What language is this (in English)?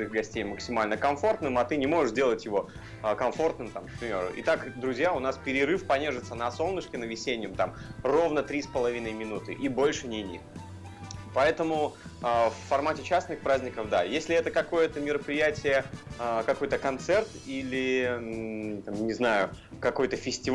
Russian